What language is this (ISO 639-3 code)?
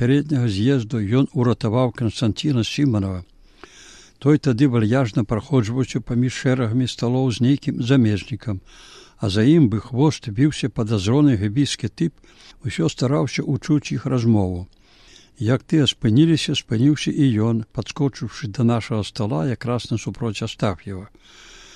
bel